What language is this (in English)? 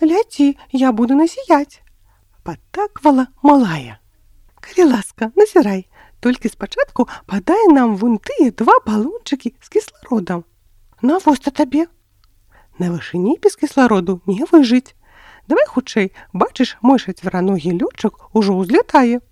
Belarusian